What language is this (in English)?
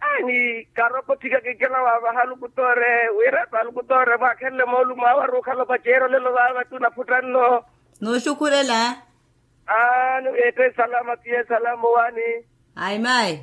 Makhuwa